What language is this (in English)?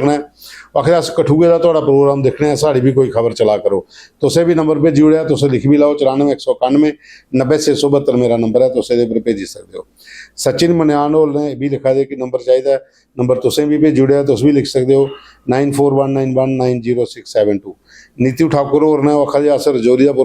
Dogri